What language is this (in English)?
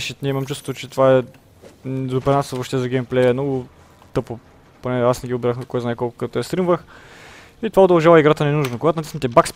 Bulgarian